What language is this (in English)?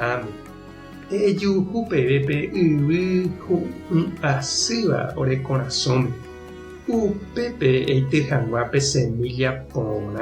Guarani